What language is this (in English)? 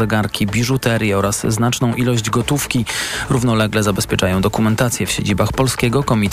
Polish